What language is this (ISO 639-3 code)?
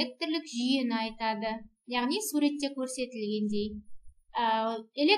kaz